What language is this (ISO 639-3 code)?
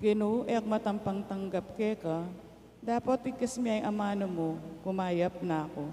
pam